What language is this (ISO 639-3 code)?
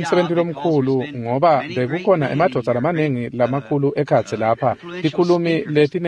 ssw